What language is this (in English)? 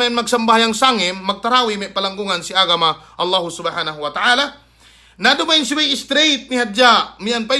Yakan